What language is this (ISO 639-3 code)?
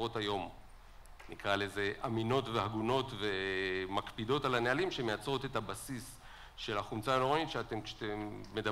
heb